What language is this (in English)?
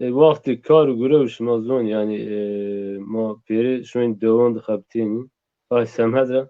Zaza